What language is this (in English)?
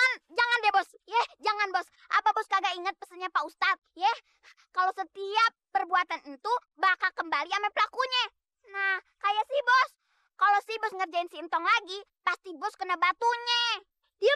Betawi